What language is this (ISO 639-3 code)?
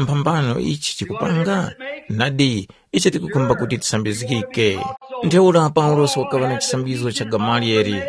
tum